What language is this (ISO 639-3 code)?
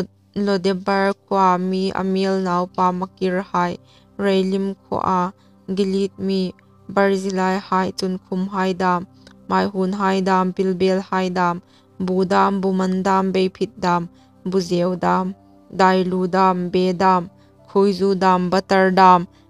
hmr